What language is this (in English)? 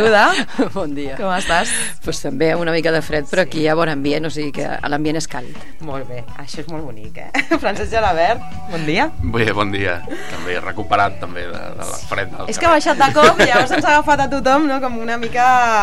Catalan